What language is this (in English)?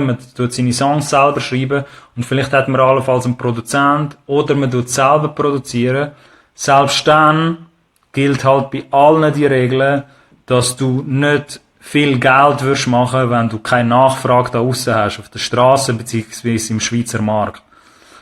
Swiss German